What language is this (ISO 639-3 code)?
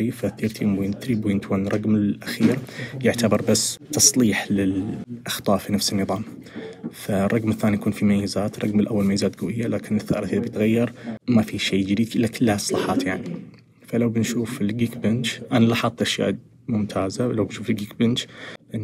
ars